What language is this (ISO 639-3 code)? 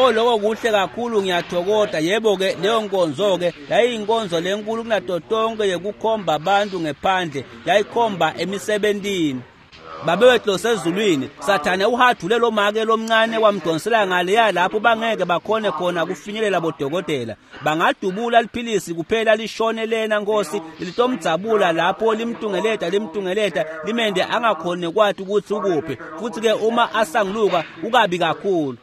ssw